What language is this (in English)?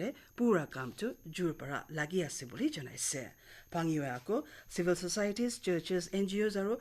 Naga Pidgin